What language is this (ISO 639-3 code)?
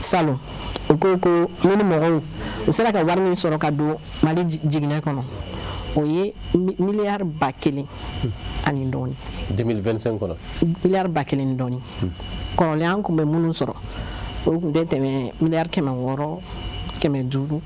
bam